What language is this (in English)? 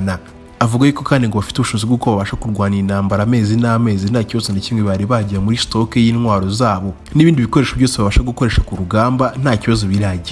Kinyarwanda